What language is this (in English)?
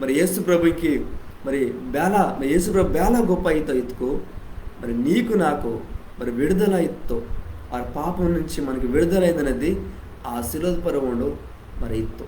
Koya